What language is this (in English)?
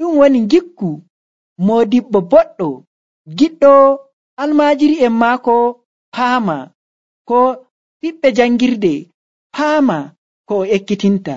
Nigerian Fulfulde